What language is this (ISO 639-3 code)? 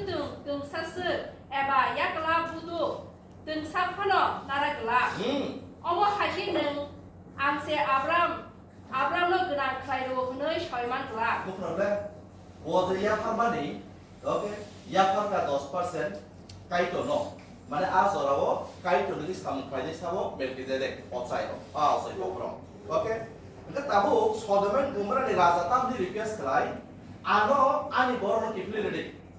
trp